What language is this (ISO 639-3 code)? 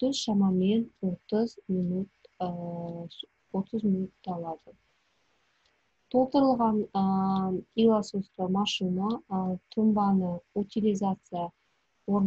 kaz